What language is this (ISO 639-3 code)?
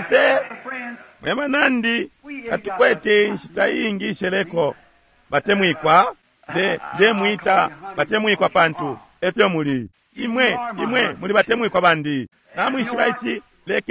bem